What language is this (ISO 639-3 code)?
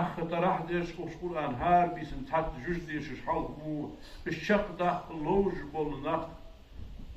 inh